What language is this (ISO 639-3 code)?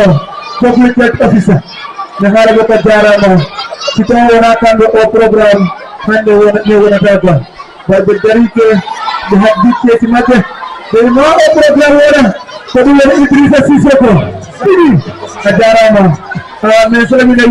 ful